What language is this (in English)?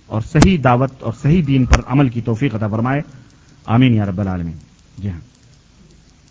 Urdu